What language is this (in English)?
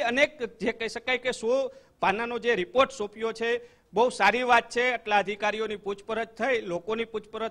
Gujarati